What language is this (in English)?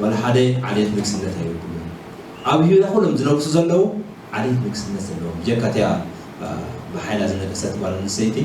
Tigrinya